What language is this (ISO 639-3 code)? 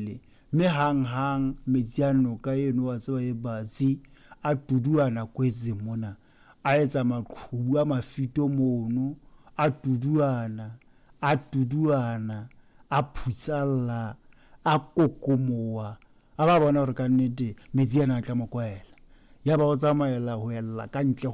sot